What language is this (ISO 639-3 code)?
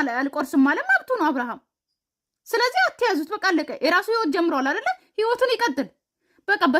amh